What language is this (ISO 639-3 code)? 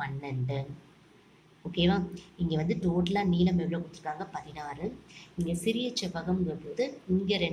tam